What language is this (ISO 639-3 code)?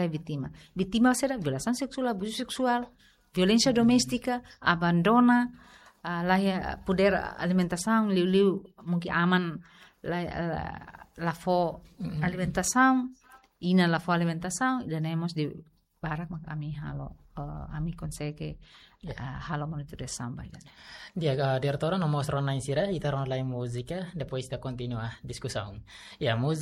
tet